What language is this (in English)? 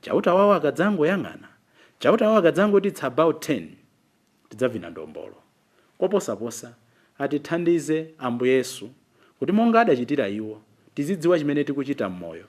Nyanja